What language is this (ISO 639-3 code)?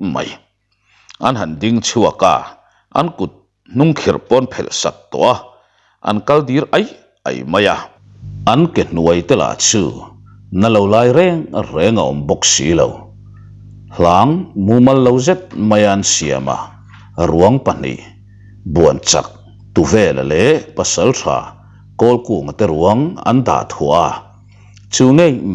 lus